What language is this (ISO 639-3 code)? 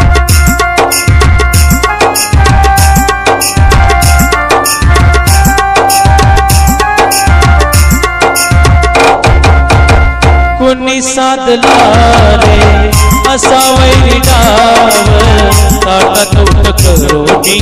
mar